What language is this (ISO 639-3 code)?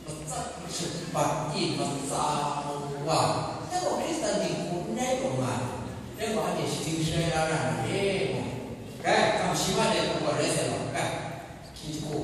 kac